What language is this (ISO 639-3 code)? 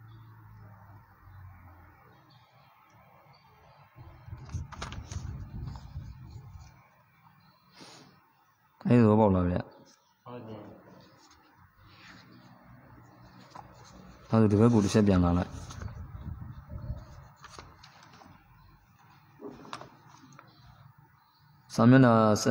mya